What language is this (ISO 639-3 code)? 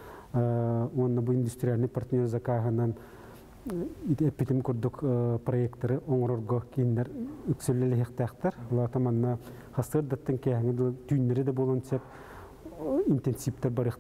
sah